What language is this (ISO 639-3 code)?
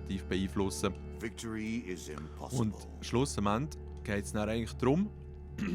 gsw